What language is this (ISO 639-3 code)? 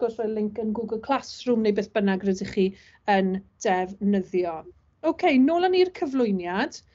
cym